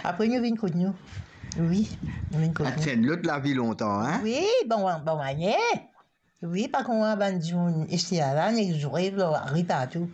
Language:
Morisyen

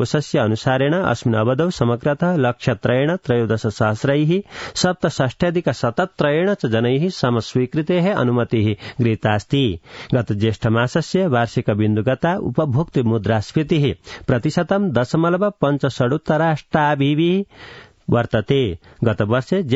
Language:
Sanskrit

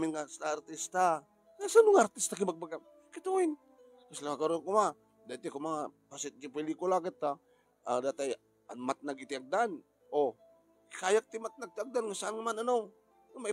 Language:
Iloko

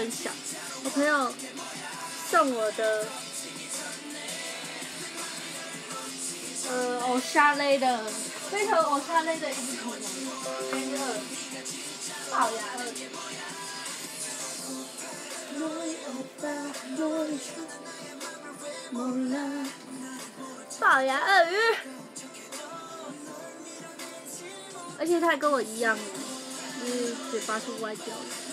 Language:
Chinese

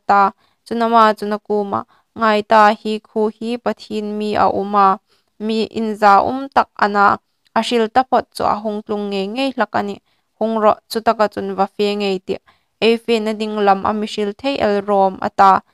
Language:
Hmar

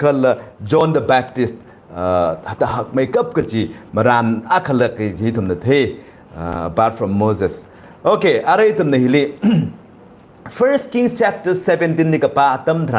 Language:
Tangkhul Naga (India)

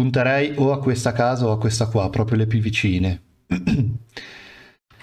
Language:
Italian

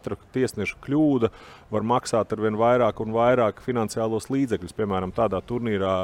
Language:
Latvian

